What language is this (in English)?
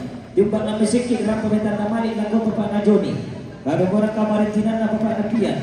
Toraja-Sa'dan